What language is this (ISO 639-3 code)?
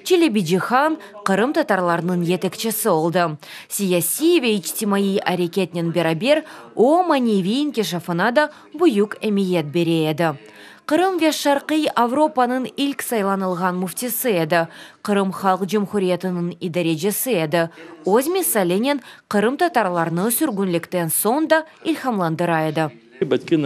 crh